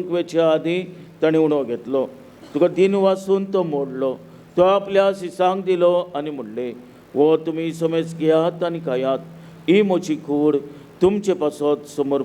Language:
Konkani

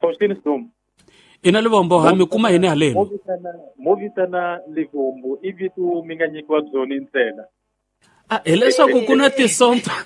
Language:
Tsonga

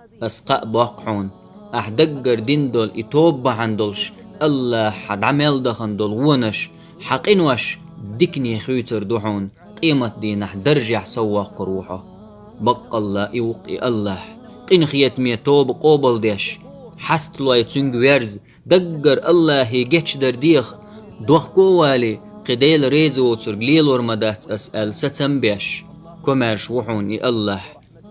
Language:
Chechen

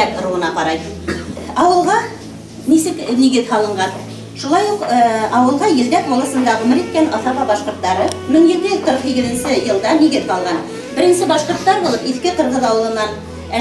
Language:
Tatar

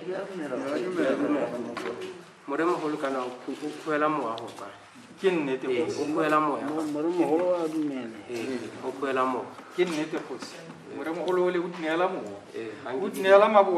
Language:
Tswana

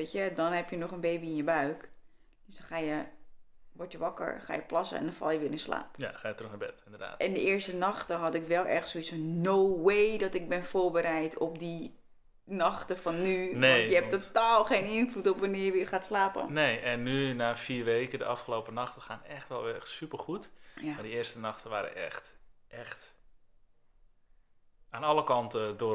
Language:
Dutch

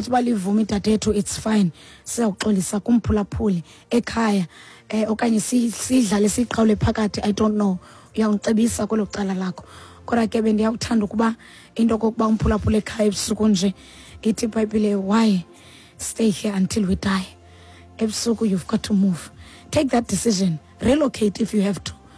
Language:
Xhosa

